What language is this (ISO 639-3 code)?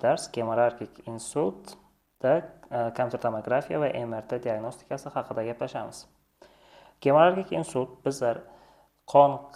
uzb